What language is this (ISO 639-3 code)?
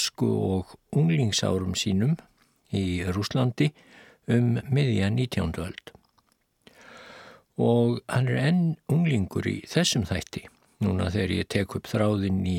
isl